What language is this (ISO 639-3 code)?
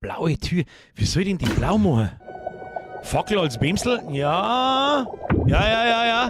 bar